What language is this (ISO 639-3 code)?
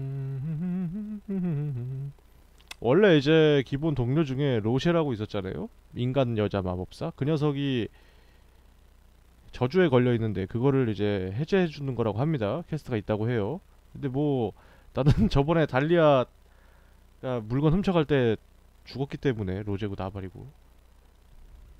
kor